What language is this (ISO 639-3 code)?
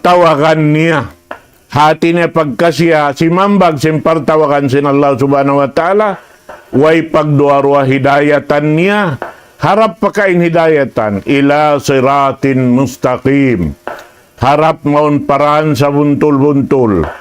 tsg